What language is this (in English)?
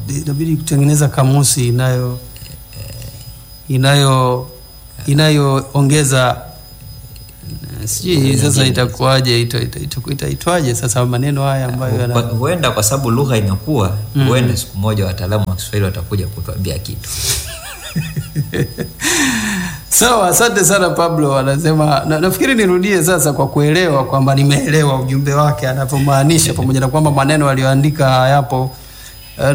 Swahili